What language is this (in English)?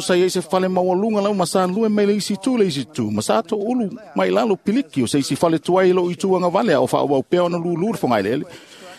Samoan